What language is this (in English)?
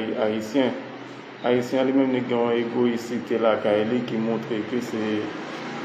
Haitian Creole